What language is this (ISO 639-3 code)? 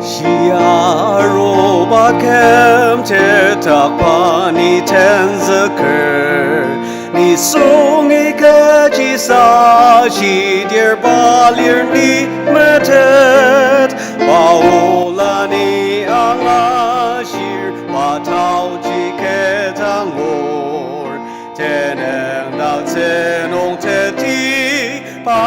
njo